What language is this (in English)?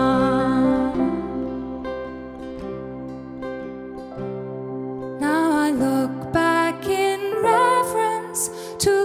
Afrikaans